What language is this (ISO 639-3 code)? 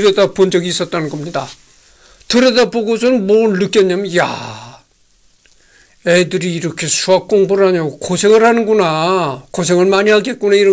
kor